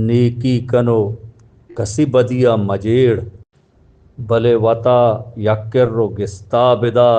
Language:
Eastern Balochi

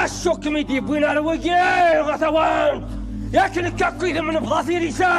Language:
Kabyle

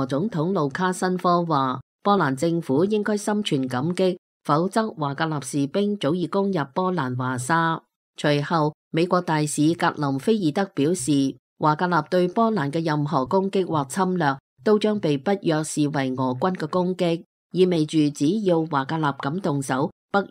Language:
Cantonese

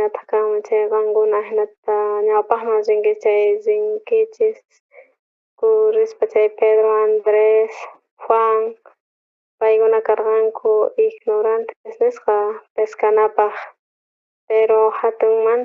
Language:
South Bolivian Quechua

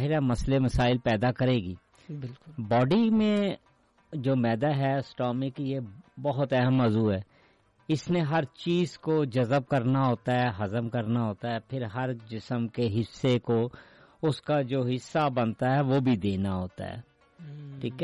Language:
Urdu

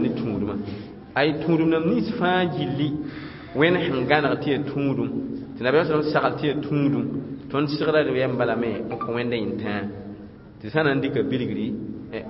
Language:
Mossi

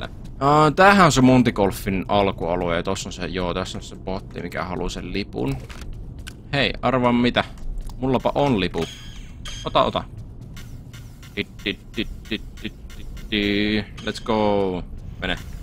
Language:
Finnish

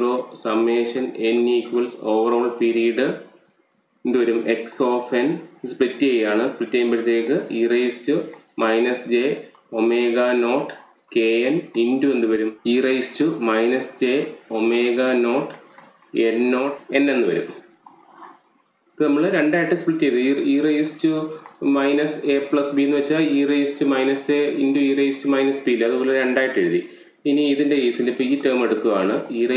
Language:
Malayalam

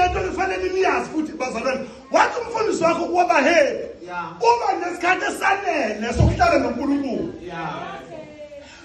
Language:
Zulu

